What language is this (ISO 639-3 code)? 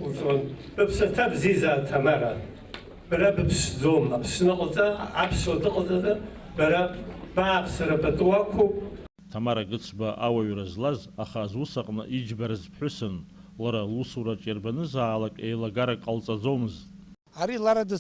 abk